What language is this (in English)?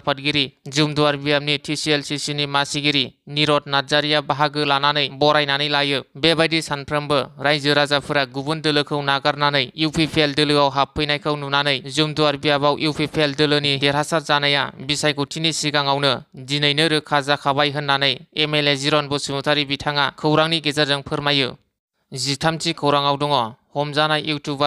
Bodo